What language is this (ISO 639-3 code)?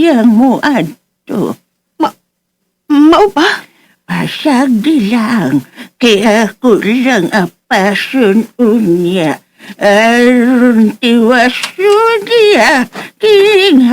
ceb